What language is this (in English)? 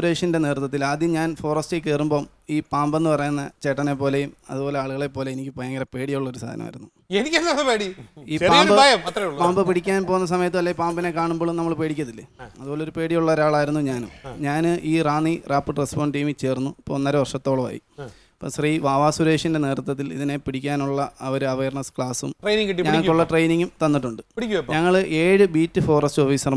Malayalam